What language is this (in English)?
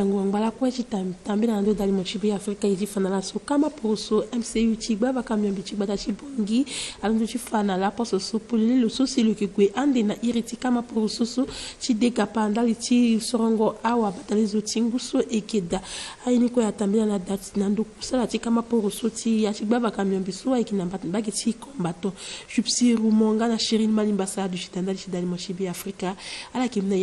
Sango